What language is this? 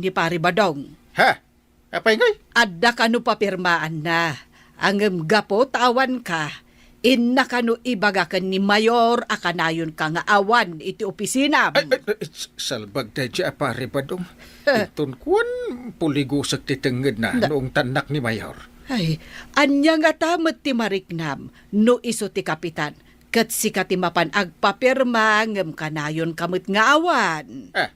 Iloko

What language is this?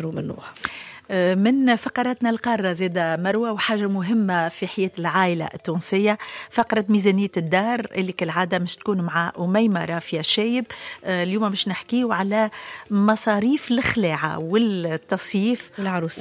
Tunisian Arabic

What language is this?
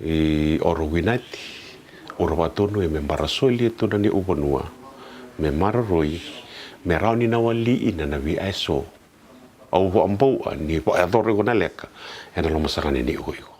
Fijian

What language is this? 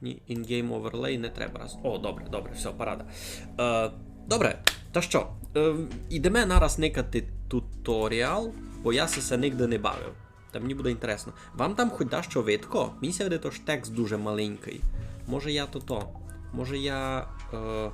Rusyn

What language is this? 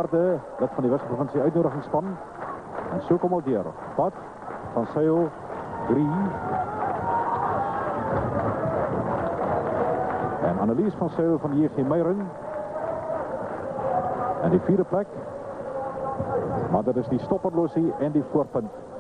Afrikaans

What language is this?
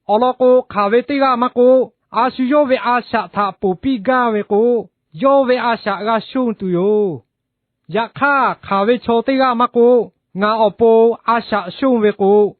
Lahu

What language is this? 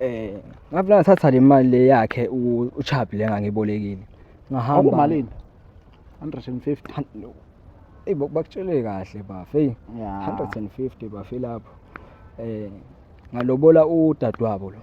Zulu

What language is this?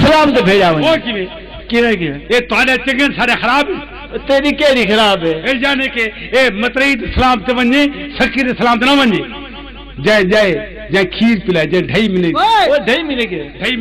Saraiki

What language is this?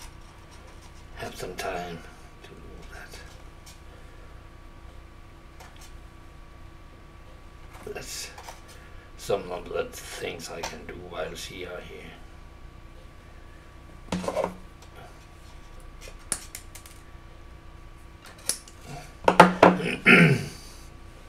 English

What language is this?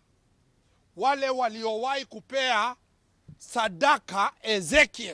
Kamba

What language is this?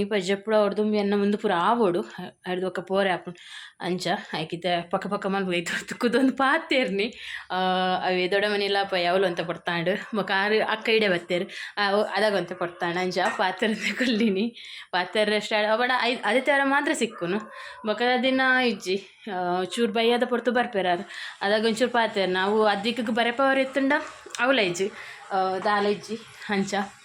Tulu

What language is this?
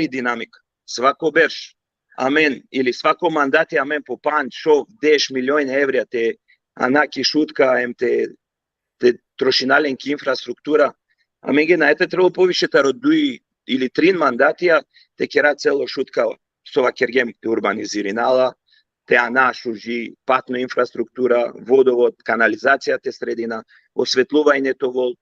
Balkan Romani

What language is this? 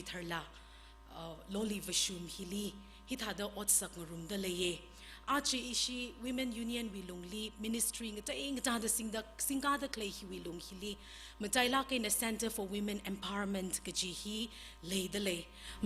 Tangkhul Naga (India)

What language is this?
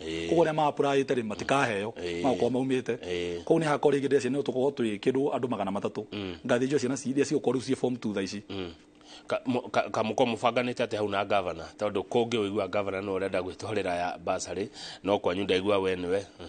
Kikuyu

